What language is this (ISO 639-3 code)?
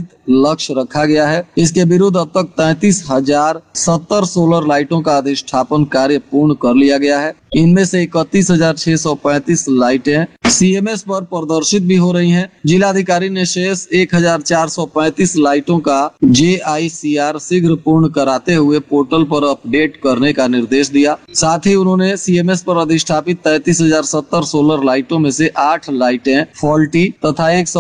hin